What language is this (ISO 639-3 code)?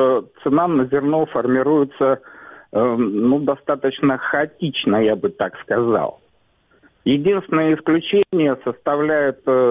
rus